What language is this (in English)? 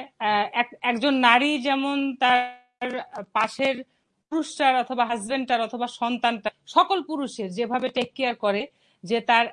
Bangla